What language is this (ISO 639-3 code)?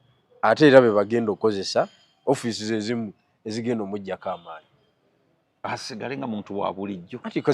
lug